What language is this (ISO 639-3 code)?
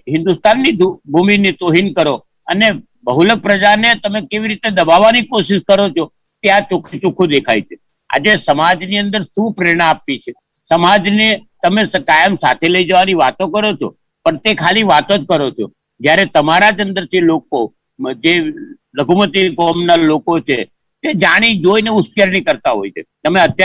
guj